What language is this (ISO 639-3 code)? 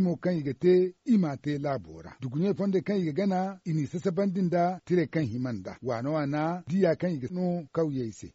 dje